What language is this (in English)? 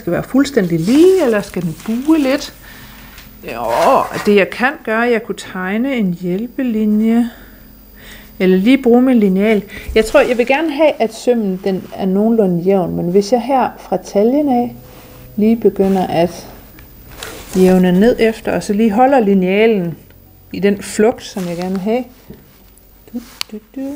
Danish